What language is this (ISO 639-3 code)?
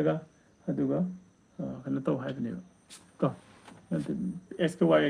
mni